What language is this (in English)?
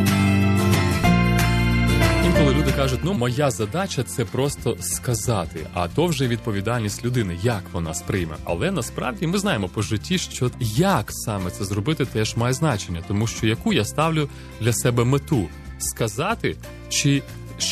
Ukrainian